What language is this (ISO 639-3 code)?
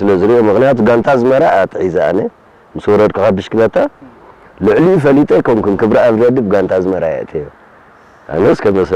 tir